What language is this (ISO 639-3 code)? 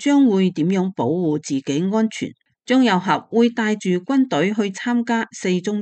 yue